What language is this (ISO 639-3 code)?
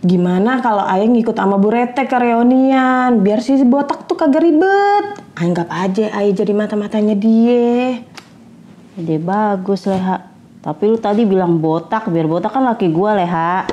bew